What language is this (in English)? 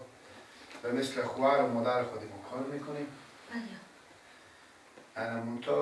Persian